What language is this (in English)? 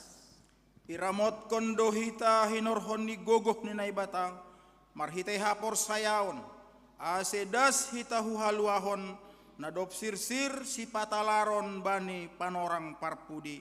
Batak Simalungun